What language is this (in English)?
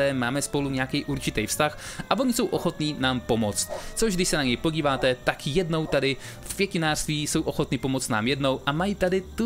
Czech